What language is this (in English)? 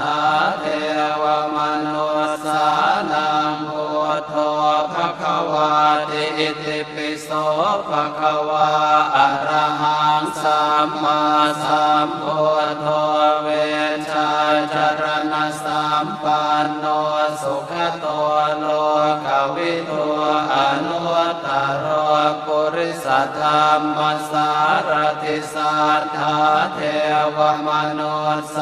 Pali